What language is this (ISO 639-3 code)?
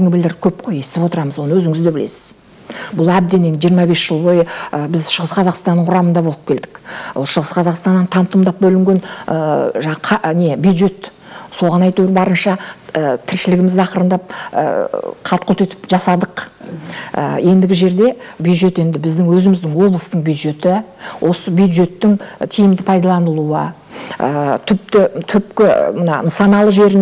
kaz